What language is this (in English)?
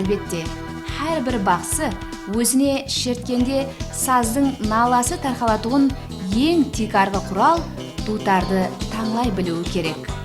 Kara-Kalpak